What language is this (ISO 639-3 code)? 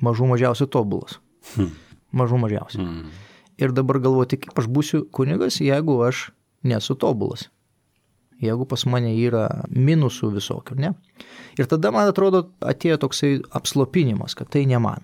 lit